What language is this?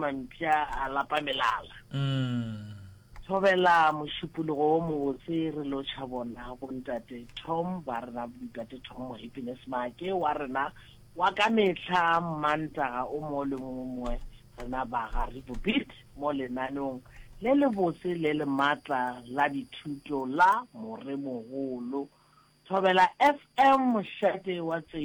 Northern Sotho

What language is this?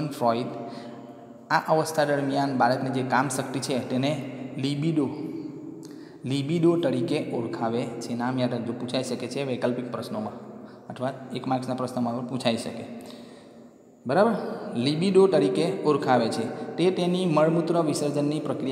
Gujarati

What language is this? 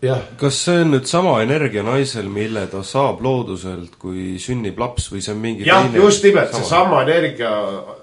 Estonian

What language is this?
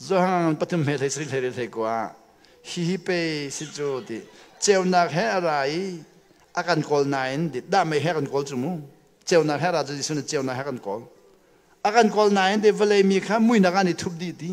Hakha Chin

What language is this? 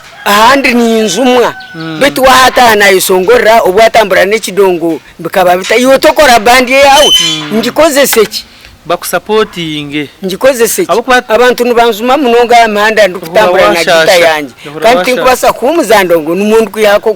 Nyankole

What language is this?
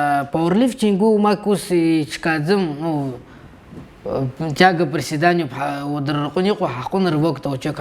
Abkhazian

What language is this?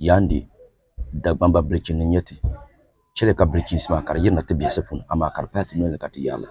Dagbani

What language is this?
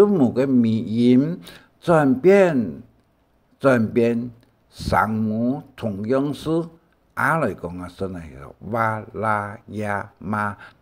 Hakka Chinese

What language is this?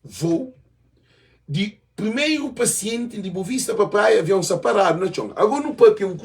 Kabuverdianu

